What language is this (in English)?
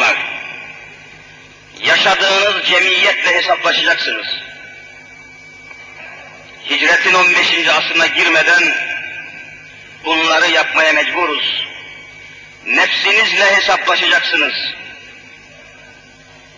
Turkish